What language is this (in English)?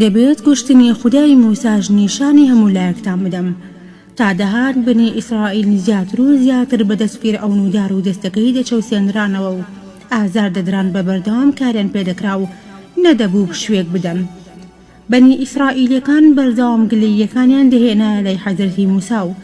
Central Kurdish